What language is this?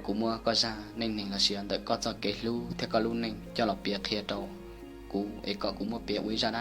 Hmong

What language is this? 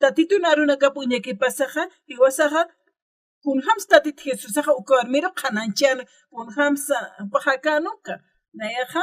Aymara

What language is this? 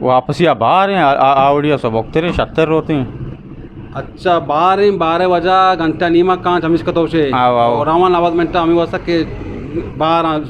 Eastern Balochi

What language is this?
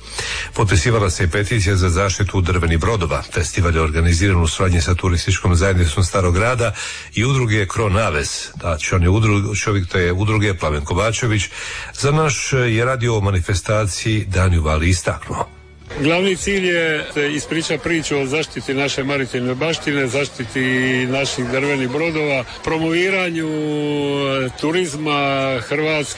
Croatian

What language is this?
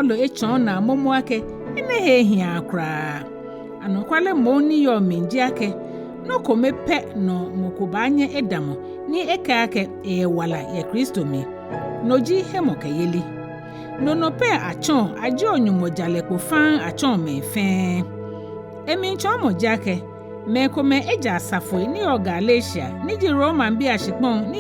Ga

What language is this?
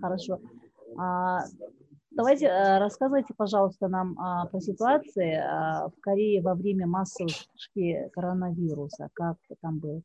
Russian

